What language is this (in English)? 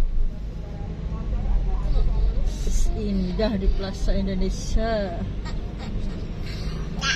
Javanese